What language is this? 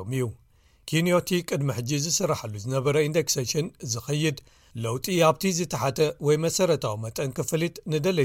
Tigrinya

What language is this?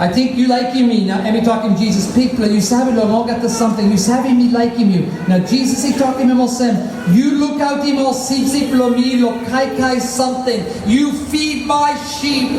Tok Pisin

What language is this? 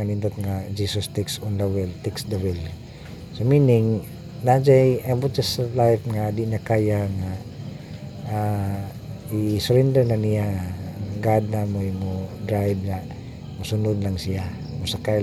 Cebuano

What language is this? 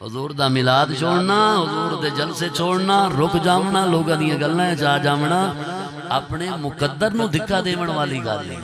Saraiki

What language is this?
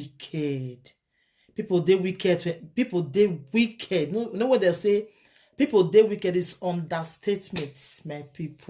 Nigerian Pidgin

